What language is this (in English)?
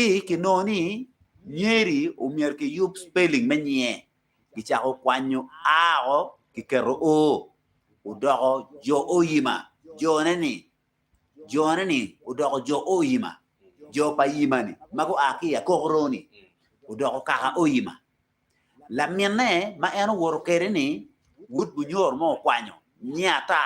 Acoli